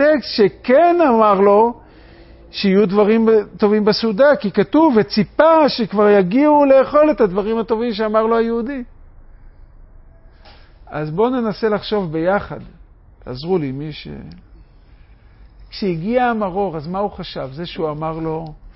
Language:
Hebrew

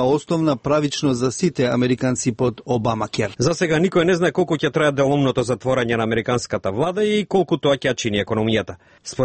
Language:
Macedonian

